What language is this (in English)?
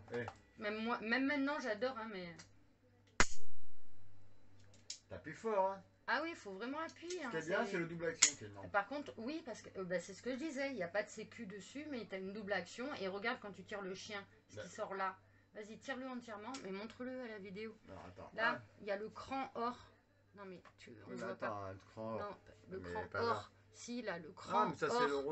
French